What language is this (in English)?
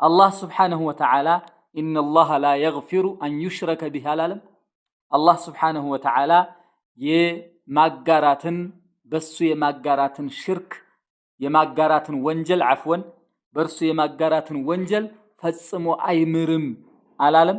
Amharic